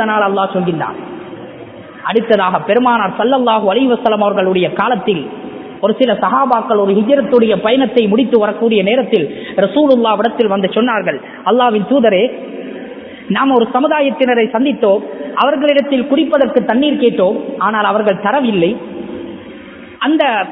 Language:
Tamil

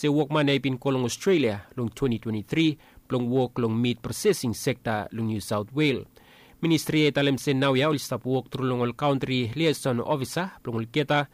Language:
Bislama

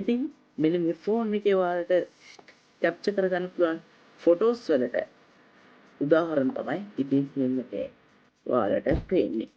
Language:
Sinhala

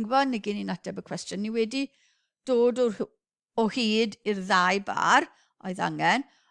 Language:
Welsh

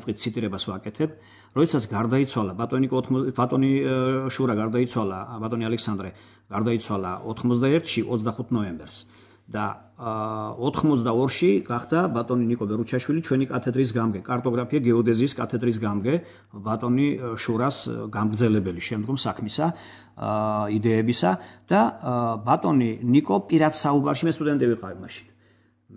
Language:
Georgian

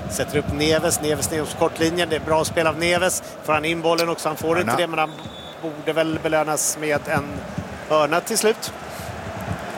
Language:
Swedish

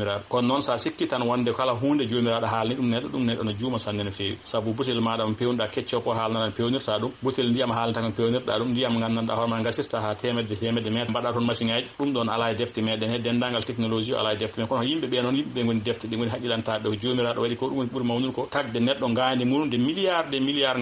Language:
Fula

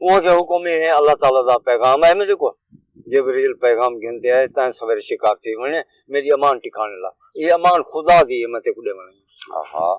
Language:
Saraiki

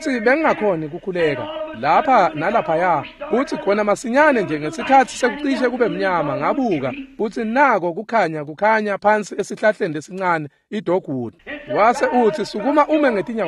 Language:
Swati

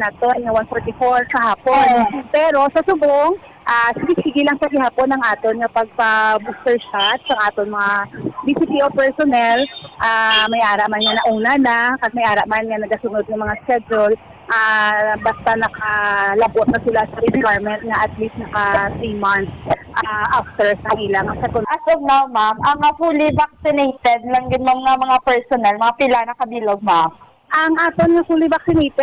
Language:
Hiligaynon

